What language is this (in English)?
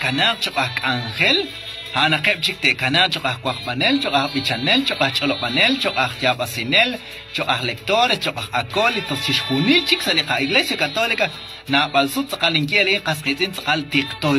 Kekchí